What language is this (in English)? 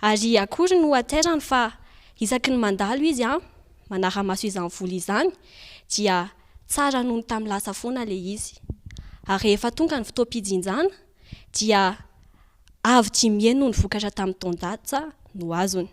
Malagasy